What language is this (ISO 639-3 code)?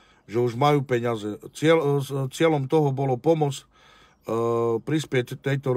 slk